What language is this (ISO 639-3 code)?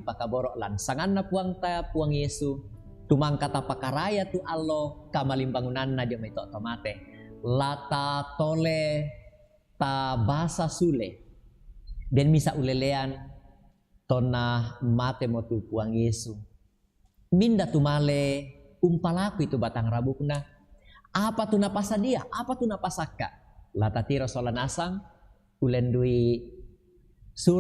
sda